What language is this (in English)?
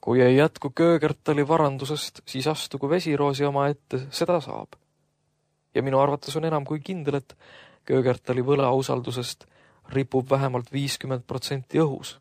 Estonian